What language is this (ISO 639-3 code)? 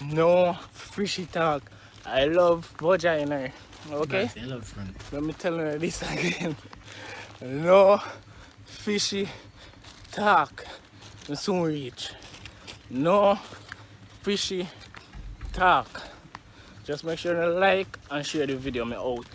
jam